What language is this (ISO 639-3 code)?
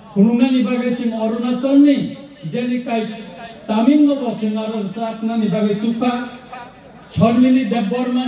trp